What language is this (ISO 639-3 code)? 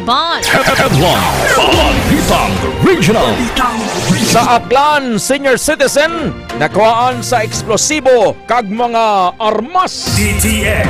hil